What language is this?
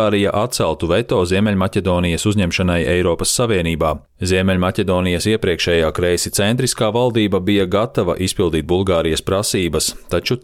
Latvian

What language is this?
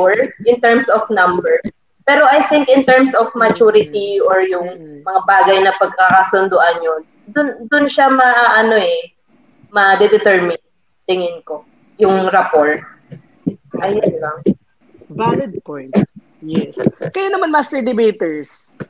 Filipino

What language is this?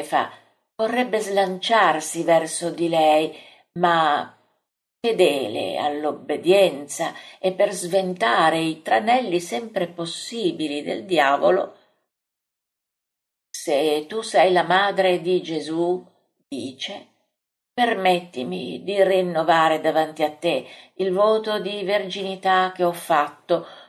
Italian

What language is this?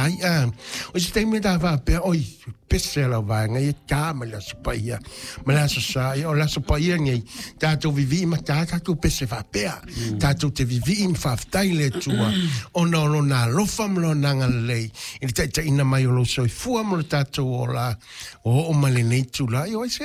Samoan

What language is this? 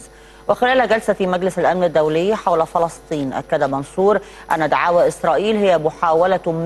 Arabic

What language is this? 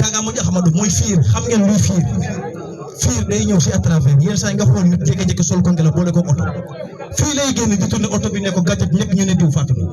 Wolof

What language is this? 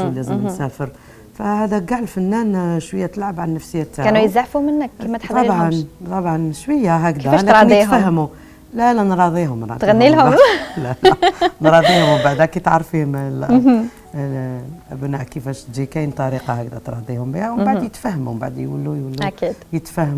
Algerian Arabic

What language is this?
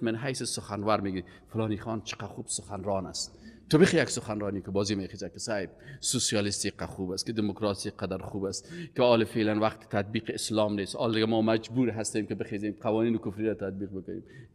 Persian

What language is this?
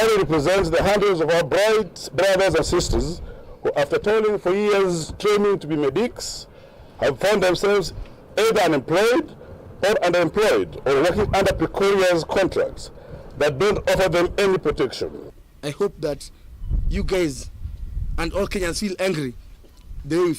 Kamba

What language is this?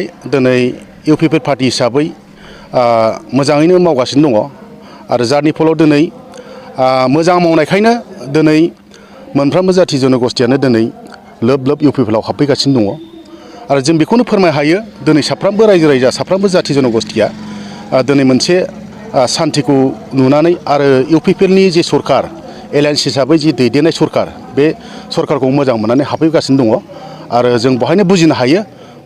Bodo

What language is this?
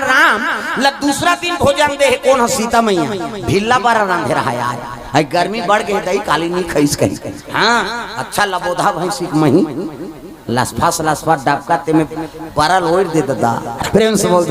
Chhattisgarhi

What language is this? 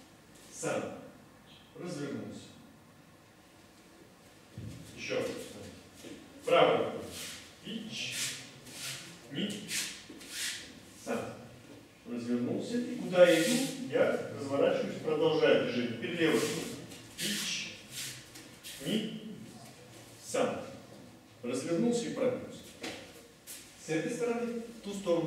Russian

